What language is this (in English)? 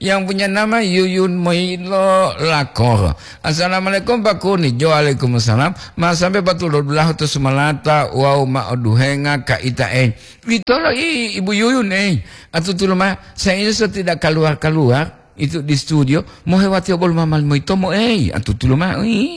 Gorontalo